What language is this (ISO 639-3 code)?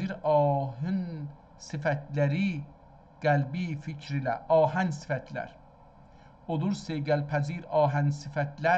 azb